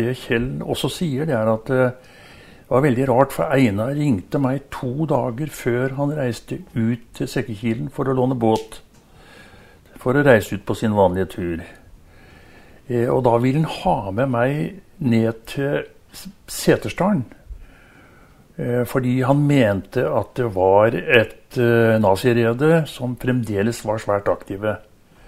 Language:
Norwegian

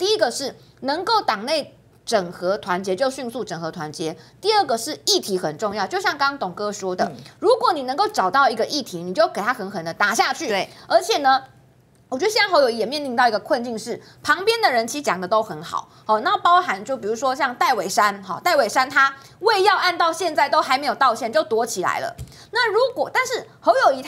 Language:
Chinese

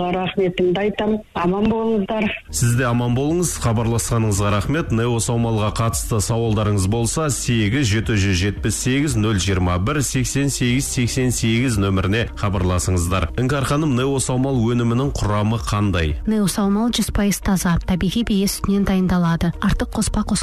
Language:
Kazakh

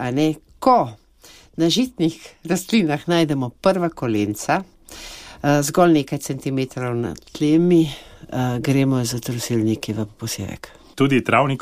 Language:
Slovenian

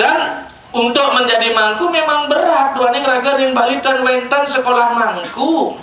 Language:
Balinese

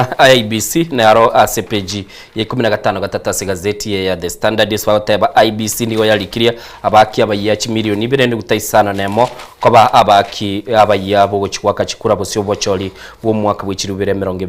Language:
Gusii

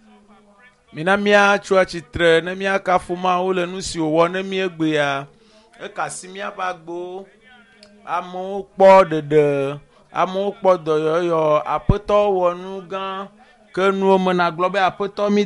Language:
Ewe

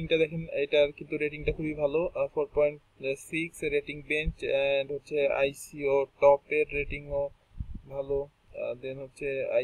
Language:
Bangla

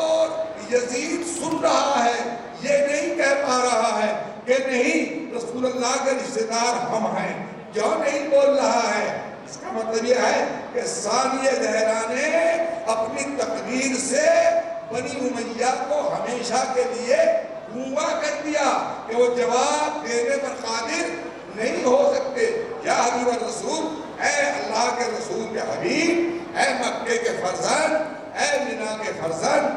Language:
Urdu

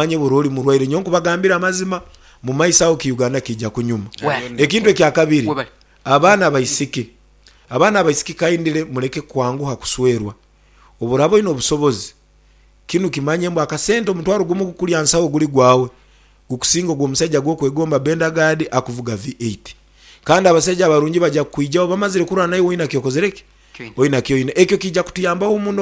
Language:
Nyankole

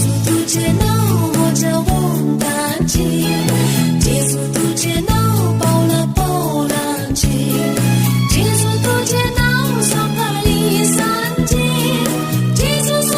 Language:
Konkani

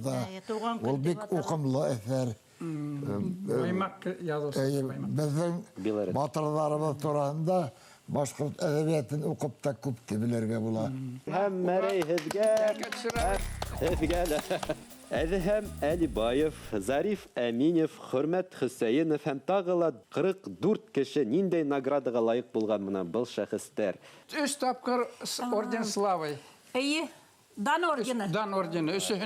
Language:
Bashkir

